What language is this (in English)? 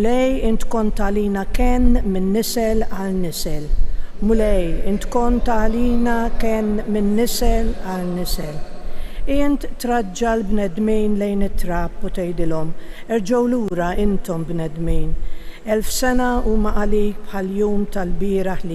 Maltese